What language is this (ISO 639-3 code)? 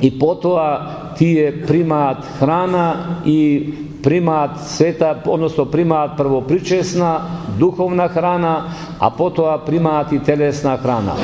mkd